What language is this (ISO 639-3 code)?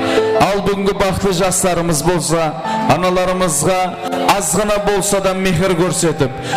kaa